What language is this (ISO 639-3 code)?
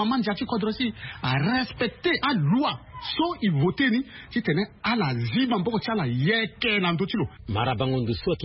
sag